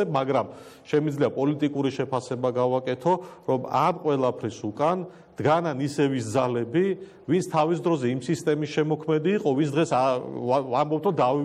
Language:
Georgian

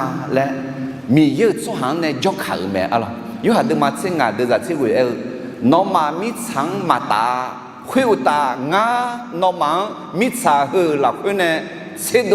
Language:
Akha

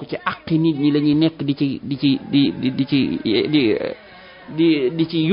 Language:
Wolof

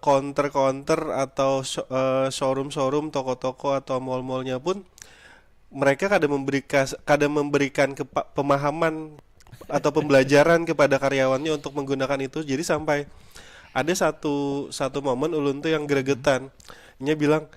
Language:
Banjar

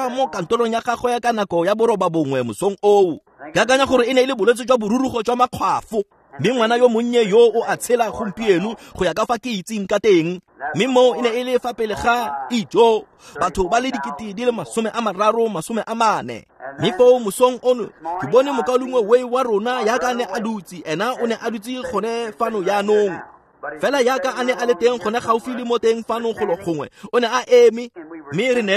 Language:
Tswana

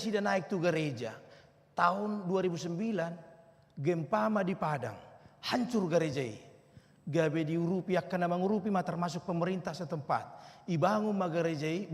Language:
Batak Toba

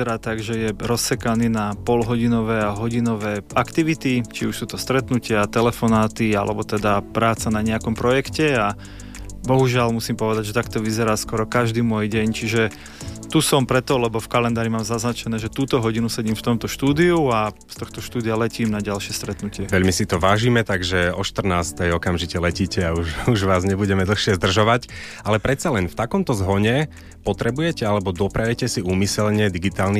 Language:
Slovak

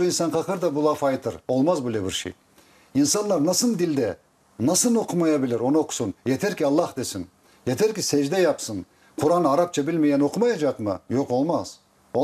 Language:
Crimean Tatar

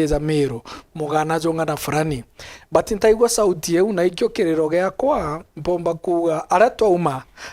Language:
Meru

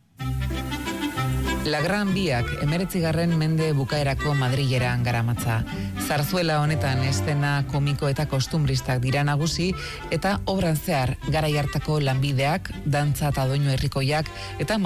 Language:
Basque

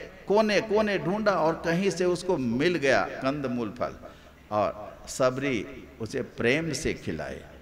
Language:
Hindi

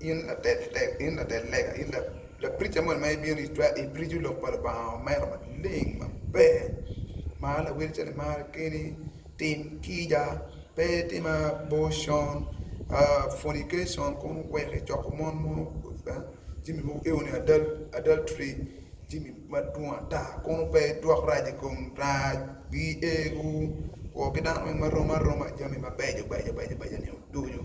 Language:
Acoli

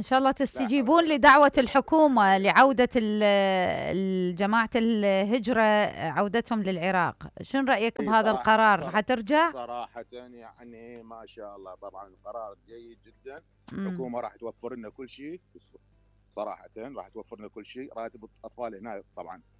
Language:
Mesopotamian Arabic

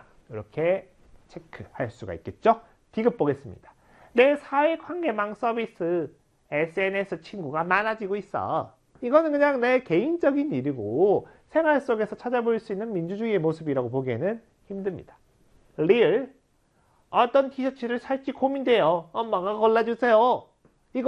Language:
Korean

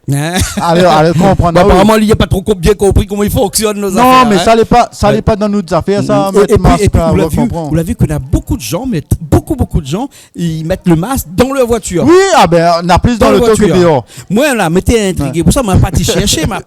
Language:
Réunion Creole French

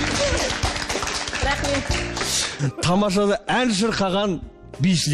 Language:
Kazakh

